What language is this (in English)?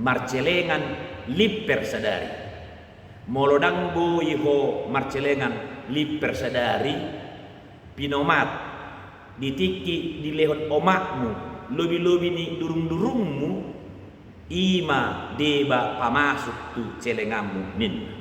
Batak Toba